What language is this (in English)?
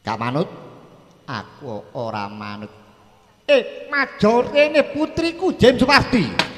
Javanese